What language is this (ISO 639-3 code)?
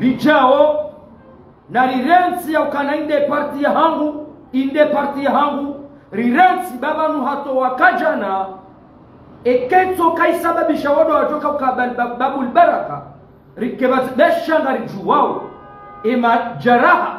zdj